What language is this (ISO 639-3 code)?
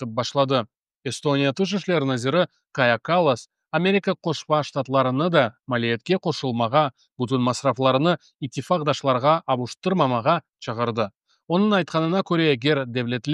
crh